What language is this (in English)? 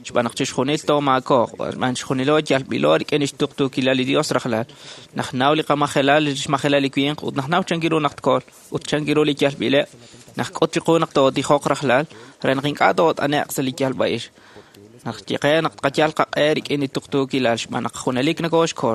Kekchí